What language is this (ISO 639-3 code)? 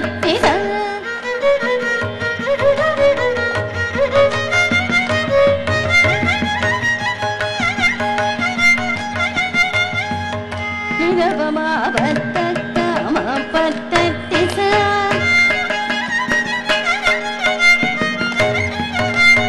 tel